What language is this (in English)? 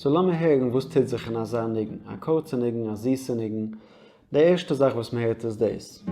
Yiddish